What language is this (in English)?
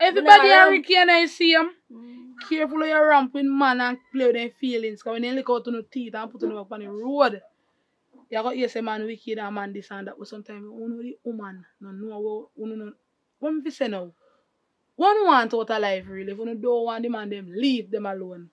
Jamaican Creole English